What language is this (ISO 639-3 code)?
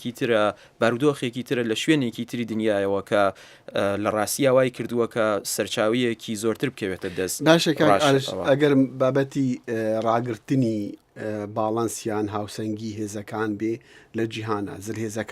ckb